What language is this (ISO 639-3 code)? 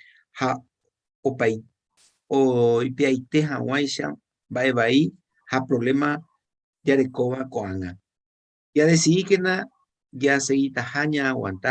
grn